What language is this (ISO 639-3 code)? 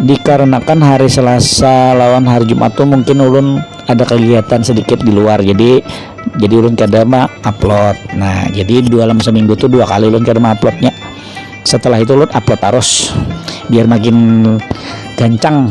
bjn